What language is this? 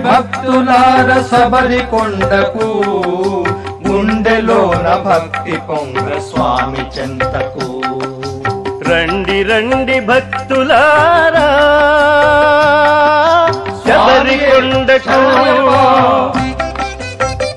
Telugu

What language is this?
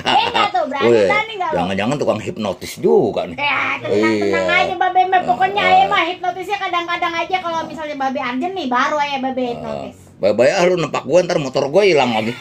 Betawi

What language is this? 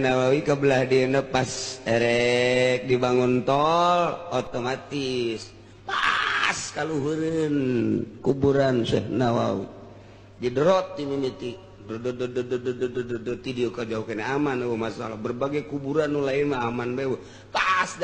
Sundanese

